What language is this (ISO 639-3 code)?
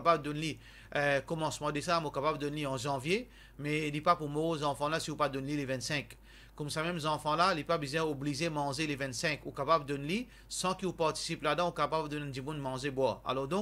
mfe